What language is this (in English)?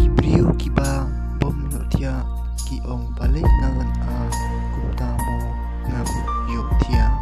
Khasi